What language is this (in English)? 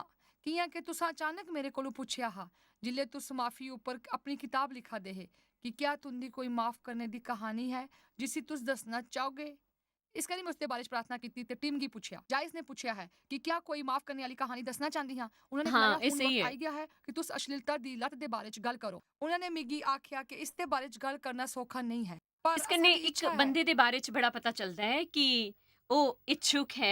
Dogri